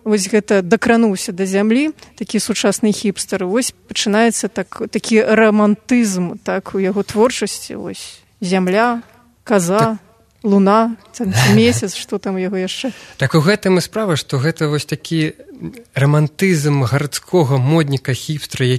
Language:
Belarusian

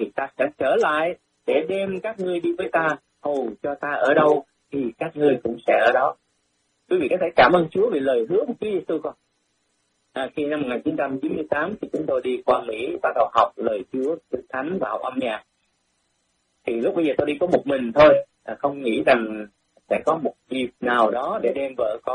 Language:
Vietnamese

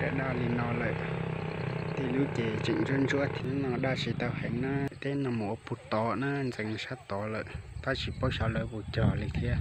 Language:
Hmong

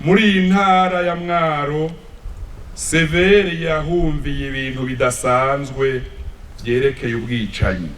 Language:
Rundi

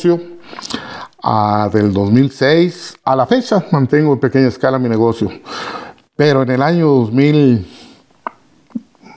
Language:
Spanish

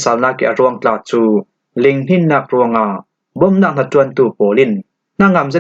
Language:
Falam Chin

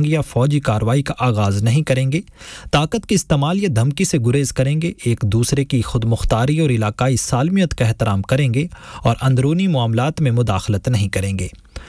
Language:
Urdu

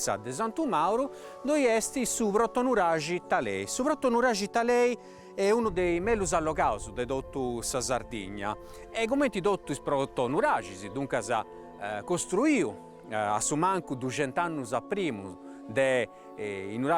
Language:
Sardinian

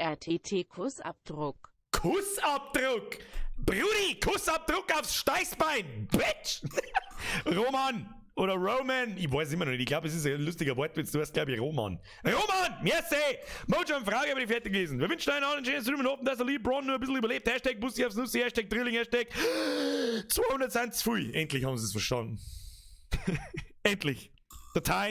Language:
Bavarian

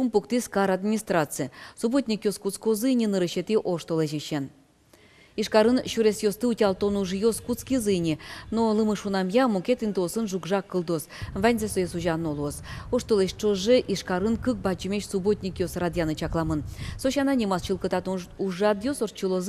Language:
Udmurt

